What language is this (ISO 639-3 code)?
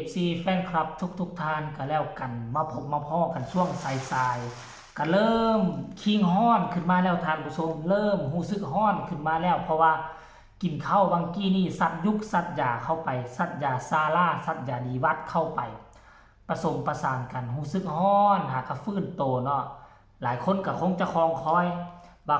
tts